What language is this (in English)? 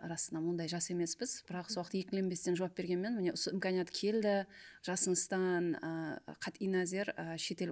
Kara-Kalpak